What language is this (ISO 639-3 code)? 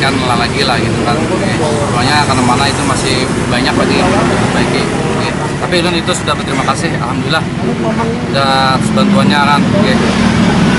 bjn